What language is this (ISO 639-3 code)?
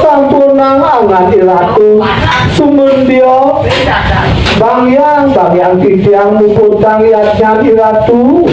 ban